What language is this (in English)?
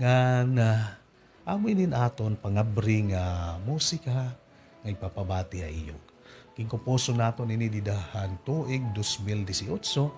Waray